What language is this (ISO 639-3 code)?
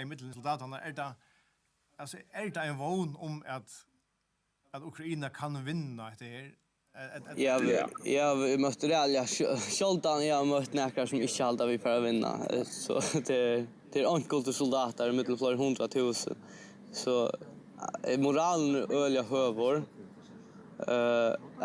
fao